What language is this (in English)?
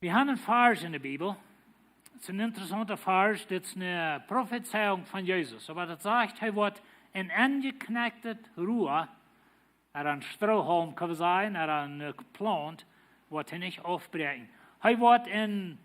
Plautdietsch